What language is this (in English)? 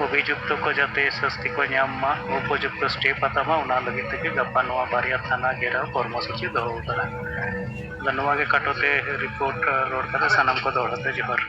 Santali